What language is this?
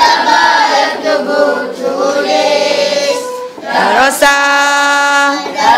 Malay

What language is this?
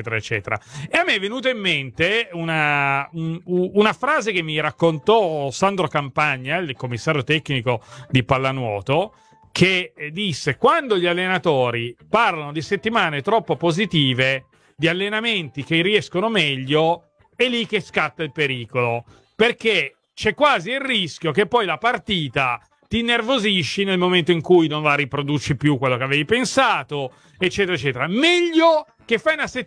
Italian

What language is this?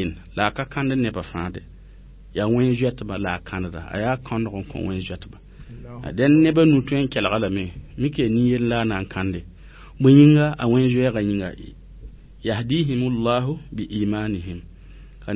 Mossi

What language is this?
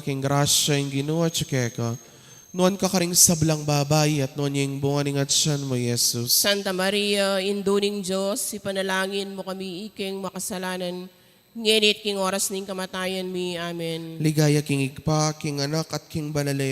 Pampanga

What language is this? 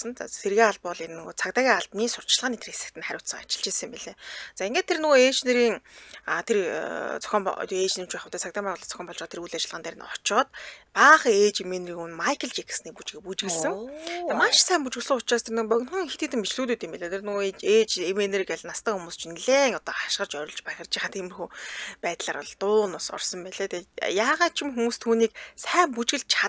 Mongolian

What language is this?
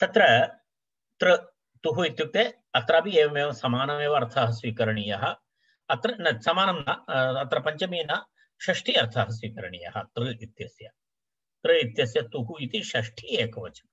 Sanskrit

